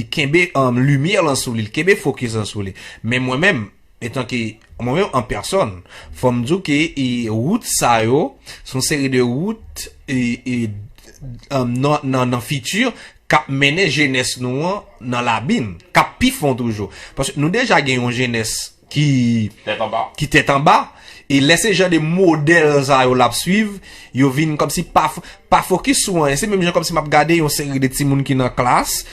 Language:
Haitian Creole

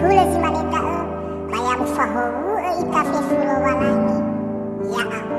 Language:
Nias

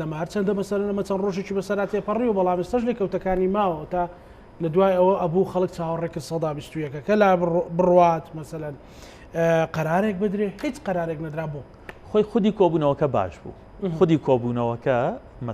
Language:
Central Kurdish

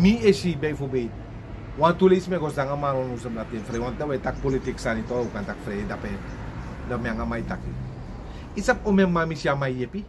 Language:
Sranan Tongo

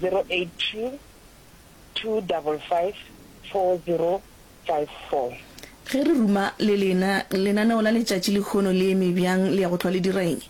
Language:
Northern Sotho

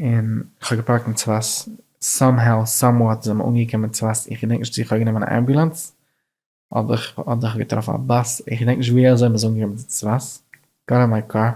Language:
Yiddish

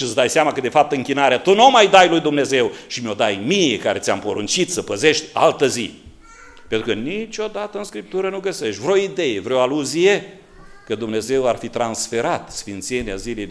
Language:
Romanian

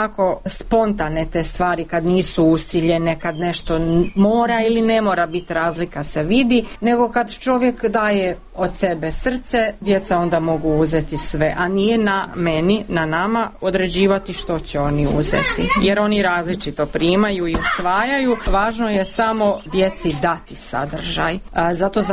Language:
Croatian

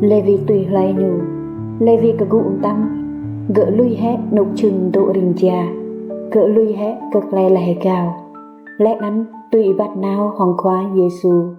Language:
Rade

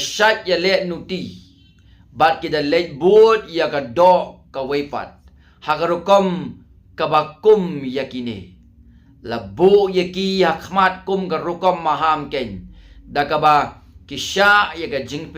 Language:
Khasi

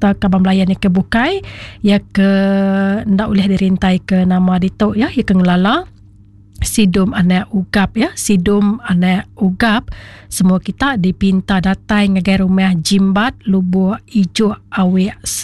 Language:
Iban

